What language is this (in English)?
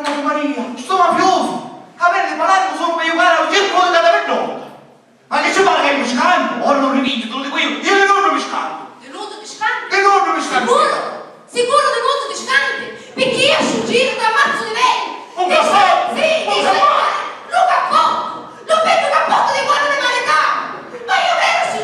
Sicilian